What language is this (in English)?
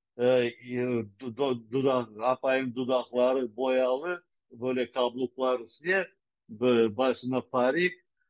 Crimean Tatar